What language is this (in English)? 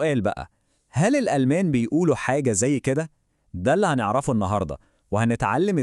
Egyptian Arabic